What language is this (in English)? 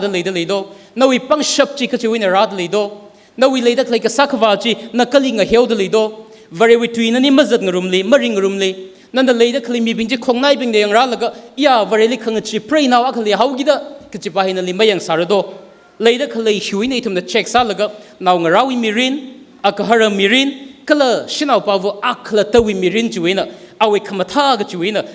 Tangkhul Naga (India)